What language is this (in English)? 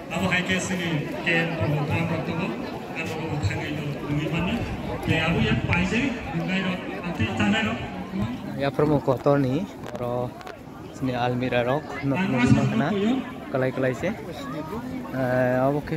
Kok Borok